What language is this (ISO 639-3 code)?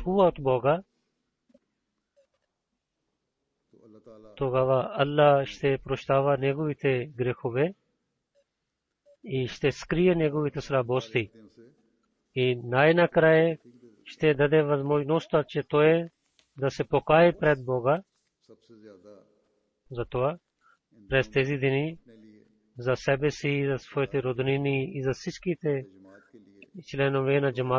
bul